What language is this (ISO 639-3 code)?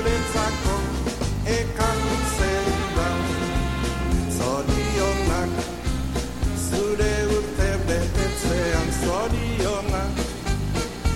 eus